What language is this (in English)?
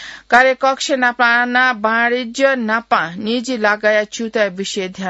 Newari